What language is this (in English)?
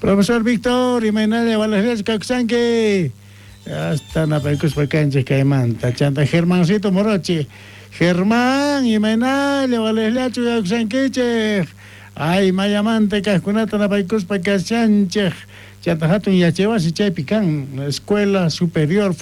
South Bolivian Quechua